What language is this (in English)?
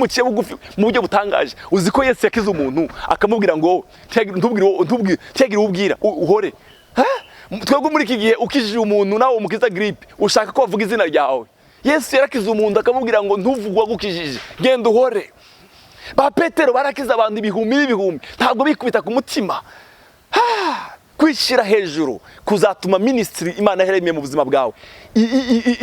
Rundi